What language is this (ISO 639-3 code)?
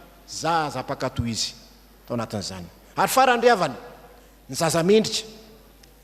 mlg